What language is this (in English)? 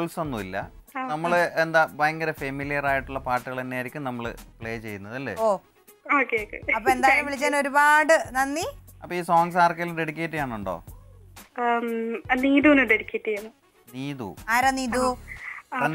Malayalam